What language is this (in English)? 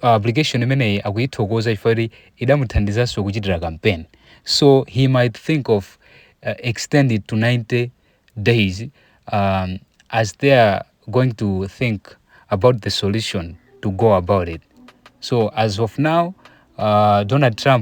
Nyanja